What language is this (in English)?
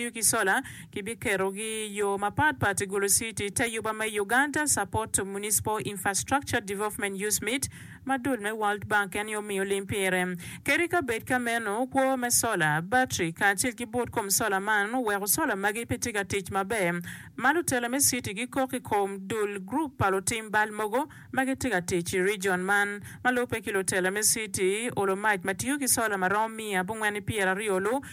Acoli